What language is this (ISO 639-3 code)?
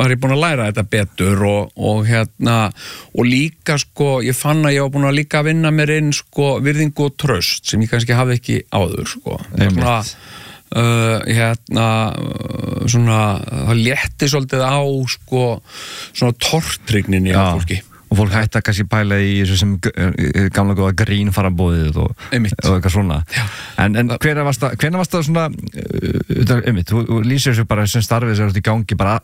isl